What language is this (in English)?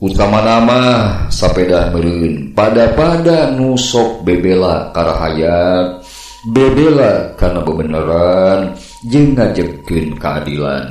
Sundanese